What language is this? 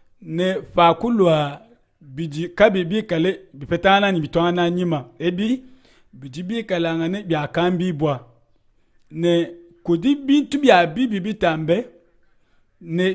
Luba-Lulua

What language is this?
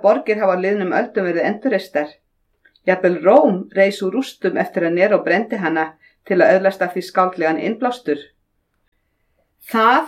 Icelandic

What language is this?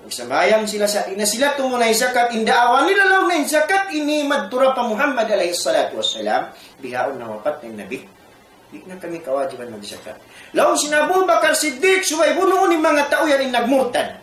Tausug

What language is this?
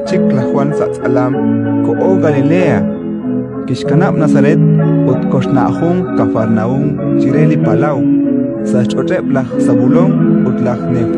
Kekchí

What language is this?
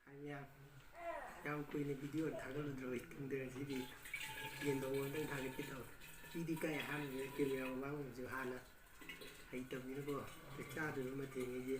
Manipuri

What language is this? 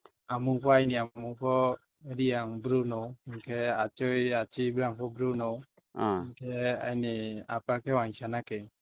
Riang (India)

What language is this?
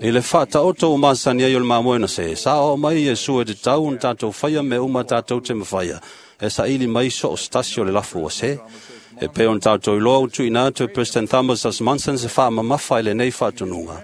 Samoan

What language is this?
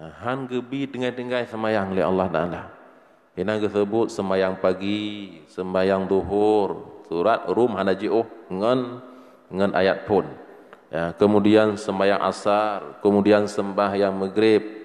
Achinese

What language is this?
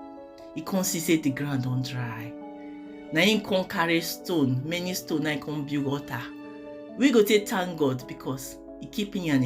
Nigerian Pidgin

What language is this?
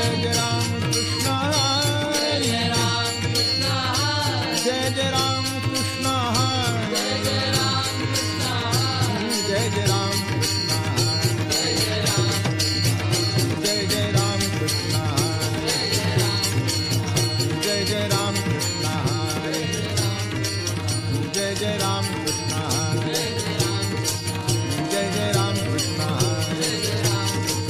Marathi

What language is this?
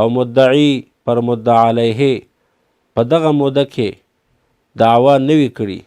Pashto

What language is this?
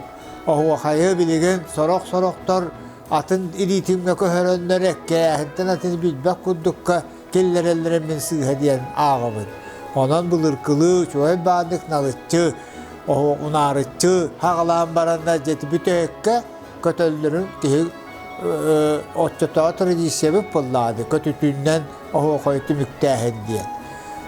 Yakut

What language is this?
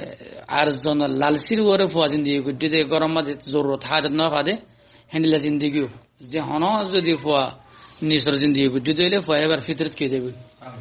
Rohingya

